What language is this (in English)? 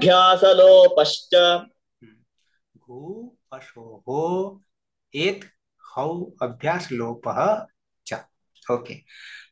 Gujarati